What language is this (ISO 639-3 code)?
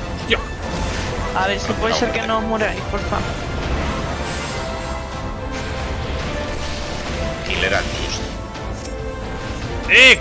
spa